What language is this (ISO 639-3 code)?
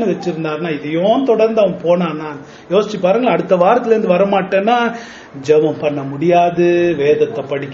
tam